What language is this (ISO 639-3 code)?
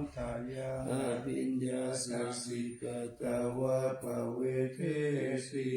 pli